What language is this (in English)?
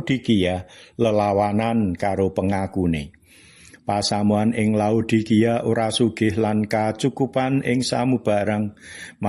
Javanese